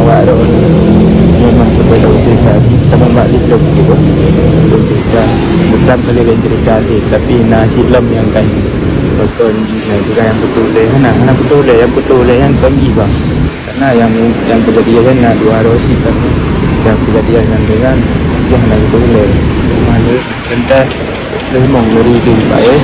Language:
Achinese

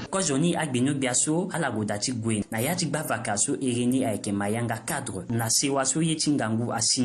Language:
Sango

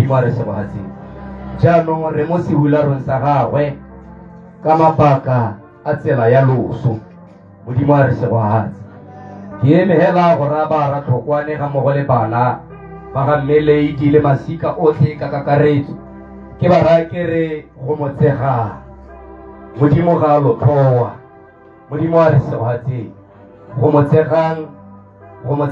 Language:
Tswana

